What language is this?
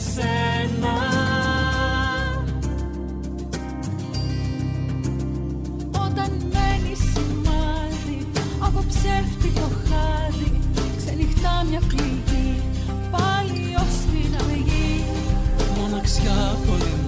Greek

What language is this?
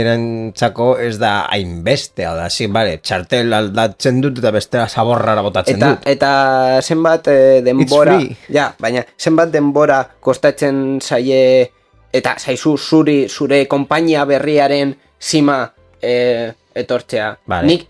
Basque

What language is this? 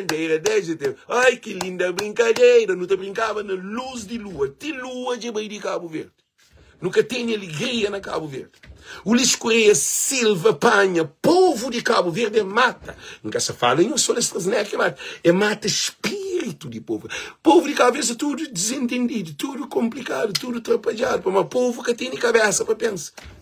Kabuverdianu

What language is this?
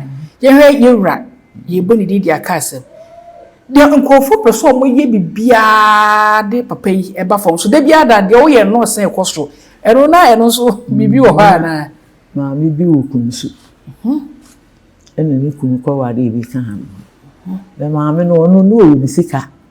Akan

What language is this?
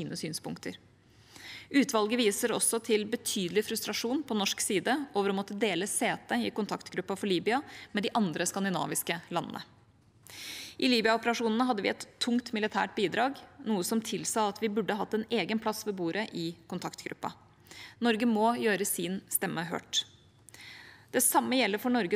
Norwegian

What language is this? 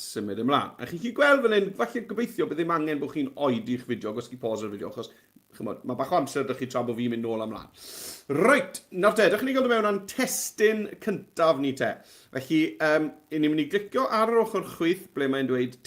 Welsh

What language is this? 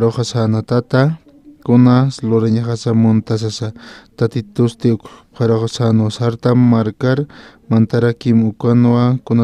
Aymara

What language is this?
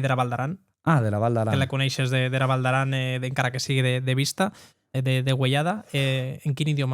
Occitan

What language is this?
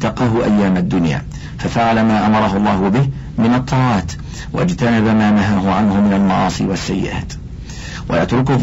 Arabic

